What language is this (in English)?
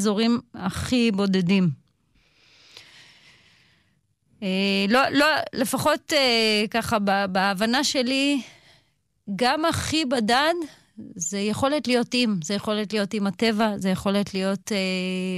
Hebrew